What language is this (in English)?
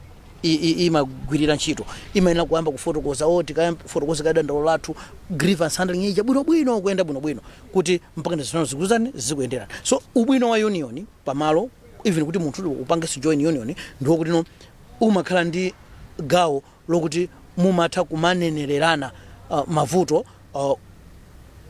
Nyanja